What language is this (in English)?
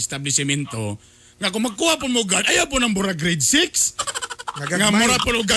Cebuano